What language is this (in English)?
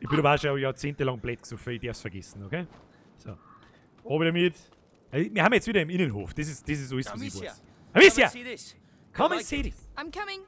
Bavarian